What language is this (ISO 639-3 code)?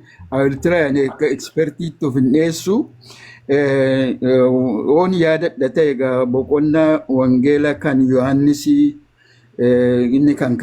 orm